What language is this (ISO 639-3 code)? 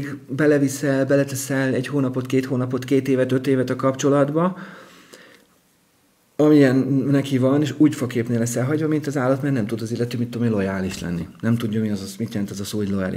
hun